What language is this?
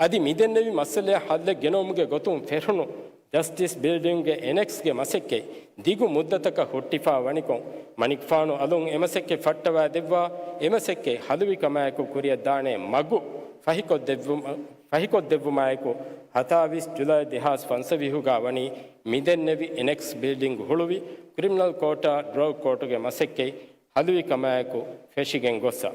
Divehi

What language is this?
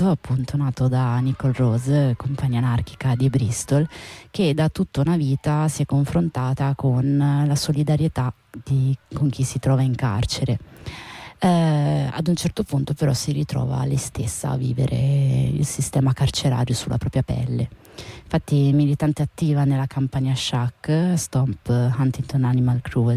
Italian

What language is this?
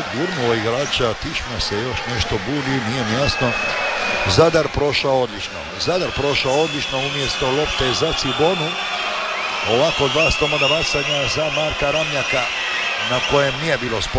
Croatian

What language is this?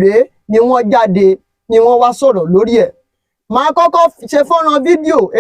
Yoruba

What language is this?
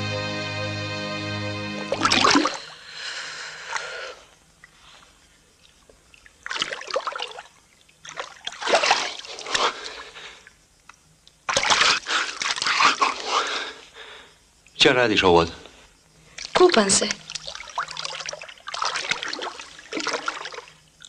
Croatian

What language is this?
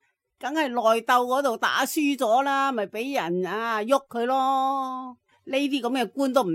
Cantonese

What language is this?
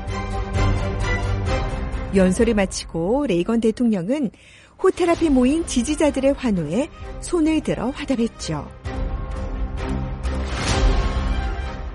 Korean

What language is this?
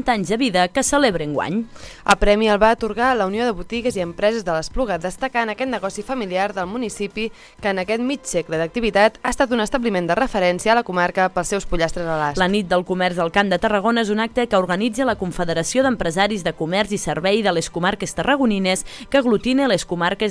Catalan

